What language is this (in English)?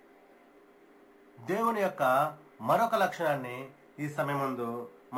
Telugu